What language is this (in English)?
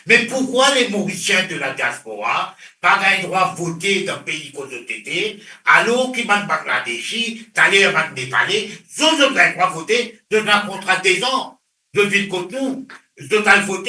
Morisyen